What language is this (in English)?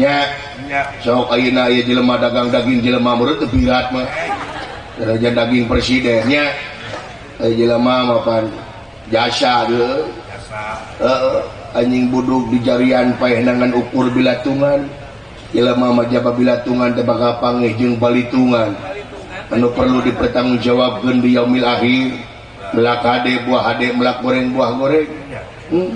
Sundanese